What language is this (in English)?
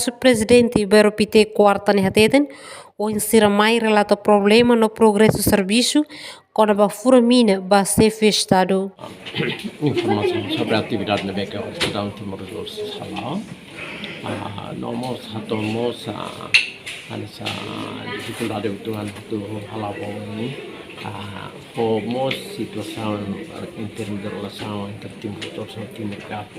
Tetum